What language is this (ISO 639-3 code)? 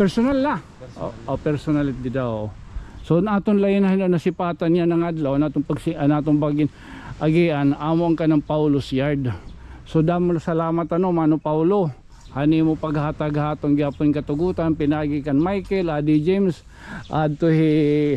war